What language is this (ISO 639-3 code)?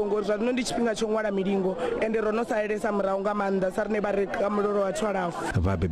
ven